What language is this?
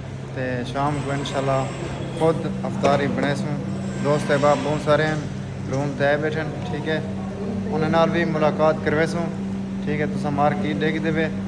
Saraiki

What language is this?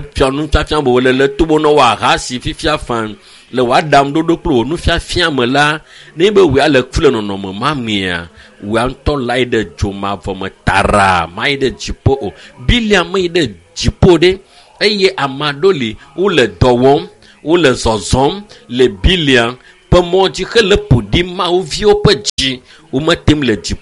Ewe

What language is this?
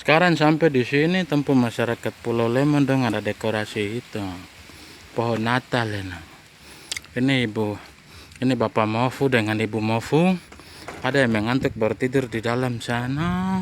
Papuan Malay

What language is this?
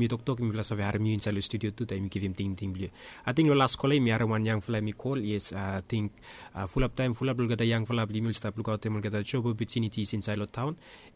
Bislama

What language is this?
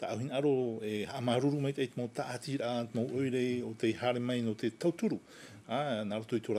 Tahitian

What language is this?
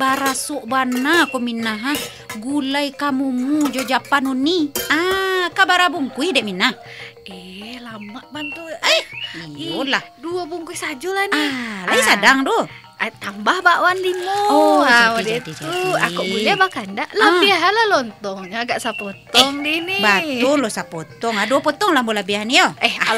Minangkabau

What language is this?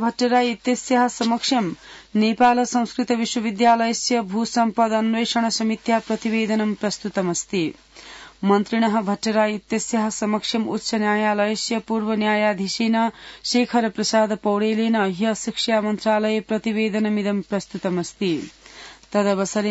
Sanskrit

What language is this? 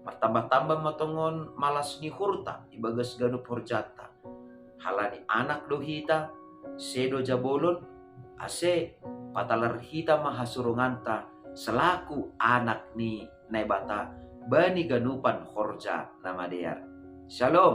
Batak Simalungun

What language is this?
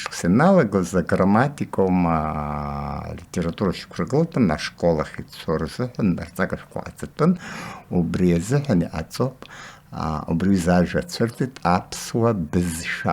Abkhazian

